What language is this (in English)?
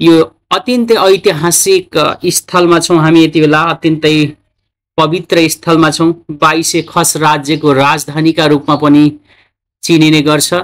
Nepali